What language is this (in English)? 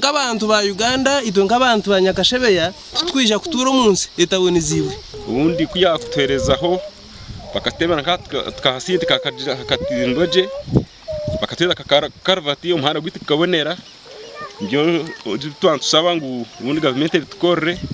Nyankole